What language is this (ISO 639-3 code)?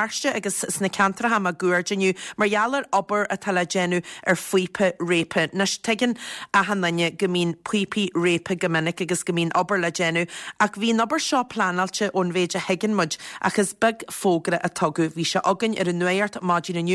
gle